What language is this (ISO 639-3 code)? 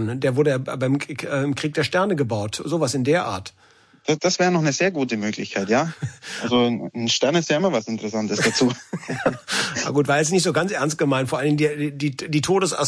deu